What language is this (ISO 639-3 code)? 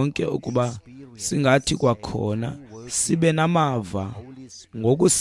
xho